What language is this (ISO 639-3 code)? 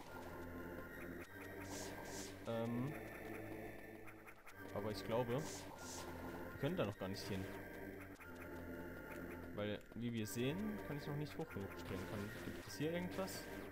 deu